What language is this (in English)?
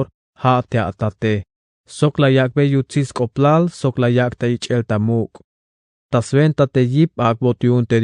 Tzeltal